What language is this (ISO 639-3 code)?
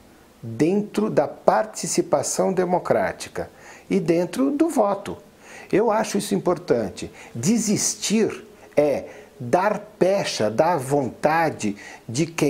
por